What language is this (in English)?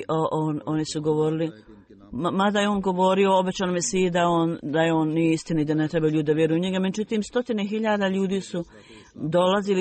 Bosnian